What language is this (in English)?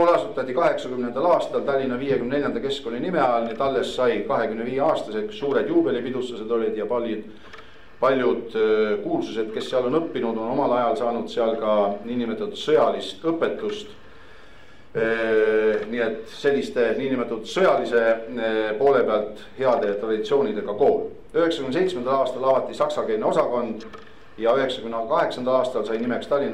Estonian